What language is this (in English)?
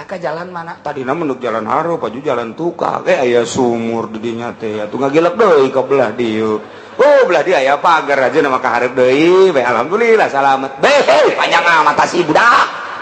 Sundanese